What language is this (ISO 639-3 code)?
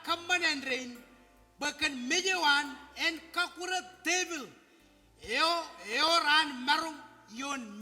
mah